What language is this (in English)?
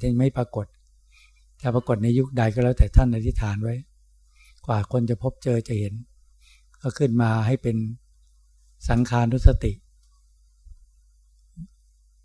Thai